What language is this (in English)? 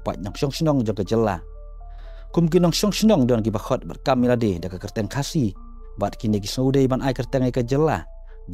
Khasi